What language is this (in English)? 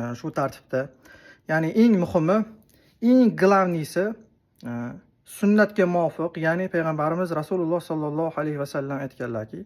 Uzbek